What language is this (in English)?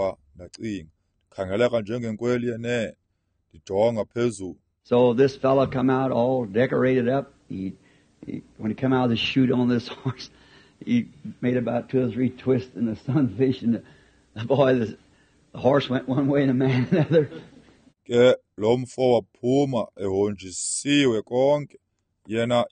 Xhosa